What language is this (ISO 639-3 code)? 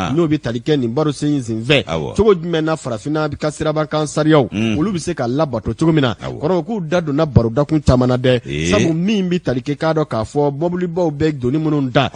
bam